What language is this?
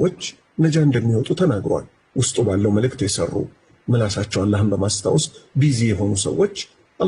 Amharic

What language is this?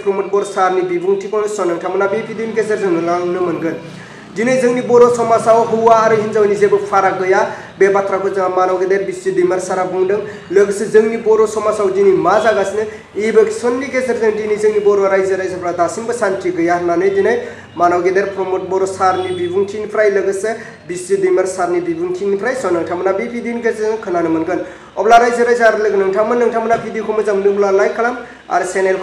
Bodo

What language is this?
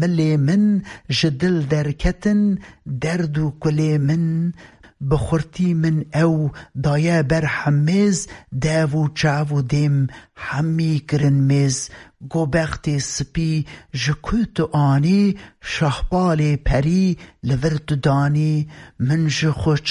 Kurdish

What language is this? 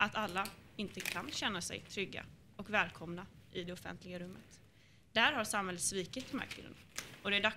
Swedish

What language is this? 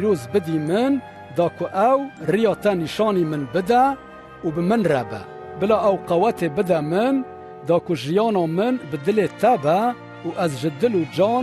Kurdish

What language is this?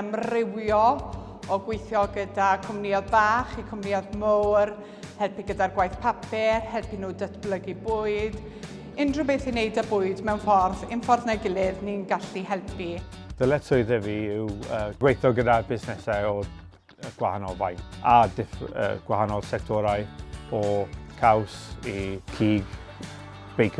Welsh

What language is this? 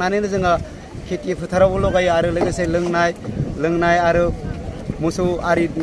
Bodo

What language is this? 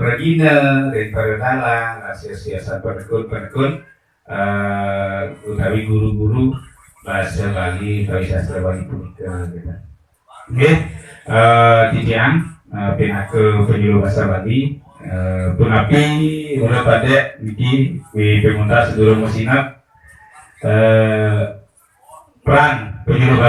Balinese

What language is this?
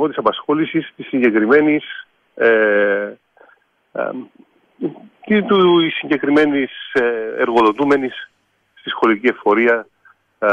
Greek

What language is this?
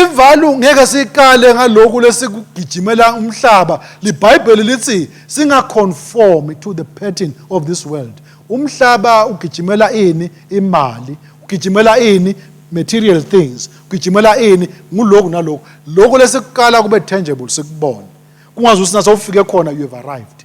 Swati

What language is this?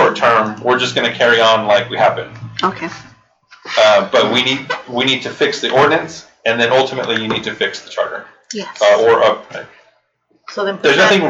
English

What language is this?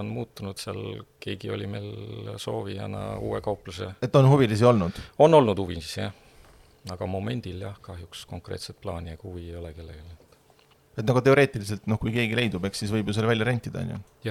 Estonian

